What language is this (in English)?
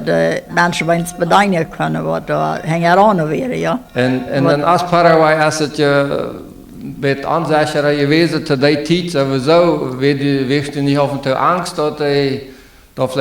Plautdietsch